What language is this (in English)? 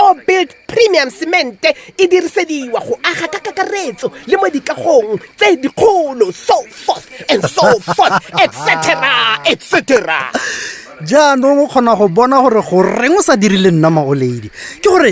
Tswana